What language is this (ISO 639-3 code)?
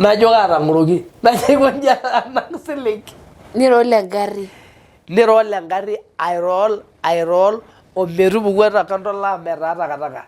mas